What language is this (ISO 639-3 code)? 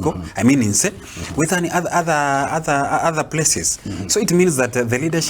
guz